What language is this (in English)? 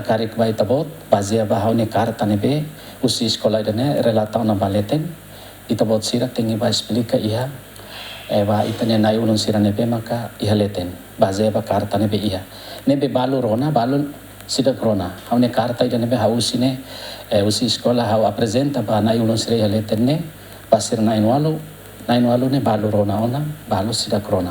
Tetum